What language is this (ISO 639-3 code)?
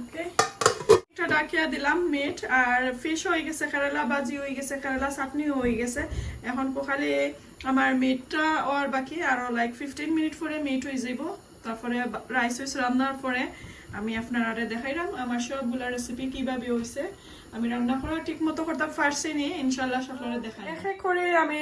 syl